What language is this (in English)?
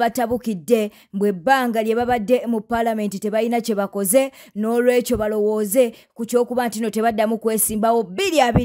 Ganda